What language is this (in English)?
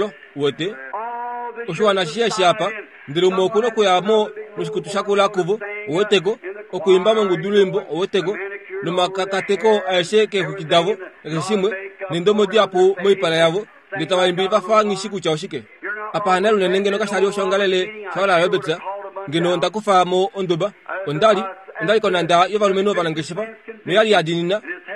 Kuanyama